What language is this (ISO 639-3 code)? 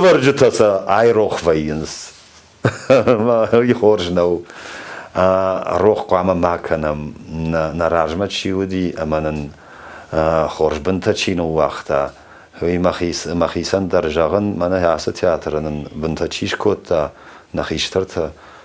oss